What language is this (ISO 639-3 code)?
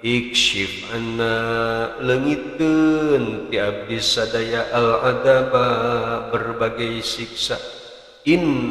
sun